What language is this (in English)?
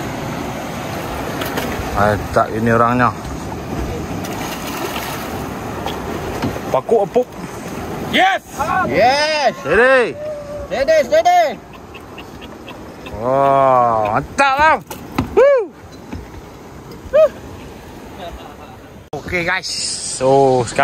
Malay